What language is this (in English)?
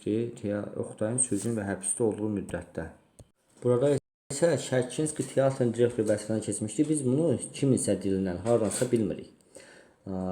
Azerbaijani